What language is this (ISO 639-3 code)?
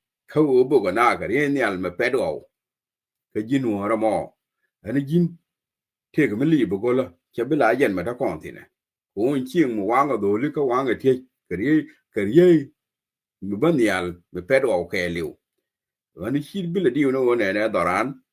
nus